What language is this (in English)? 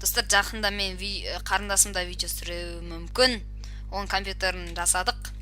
Kazakh